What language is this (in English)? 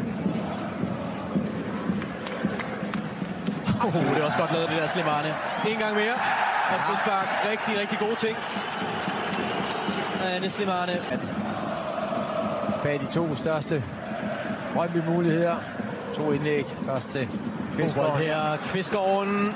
Danish